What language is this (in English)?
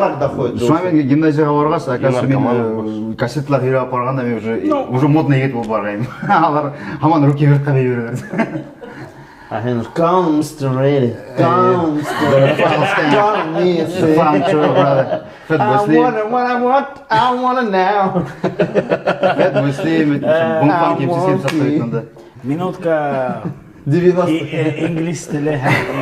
Bashkir